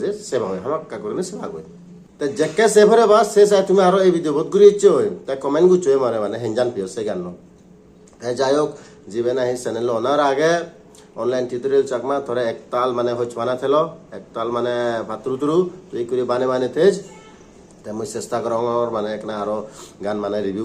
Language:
Chakma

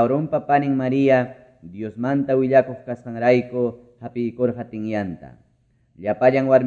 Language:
Ayacucho Quechua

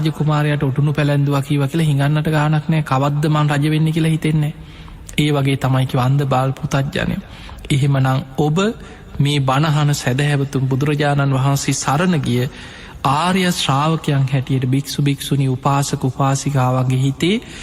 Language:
Sinhala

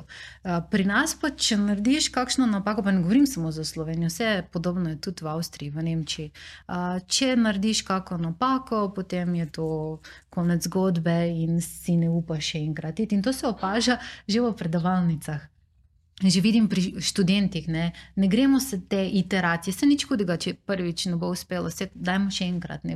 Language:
Slovenian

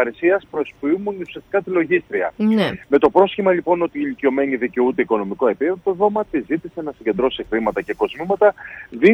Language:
Greek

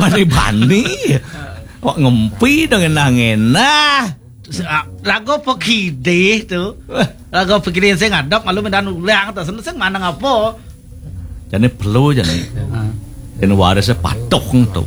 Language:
Balinese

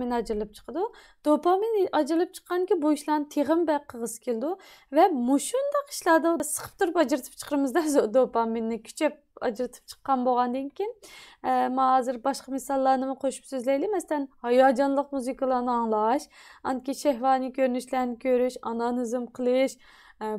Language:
Uyghur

